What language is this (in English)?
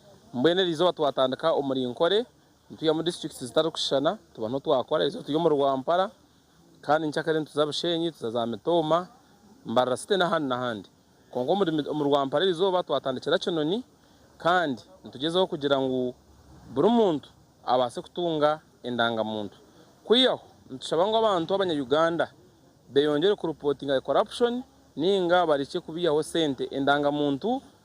Nyankole